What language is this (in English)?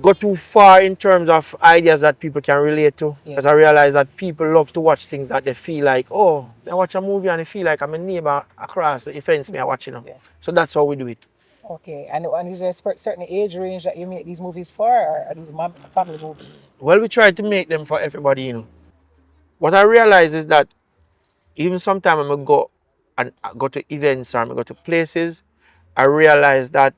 Jamaican Creole English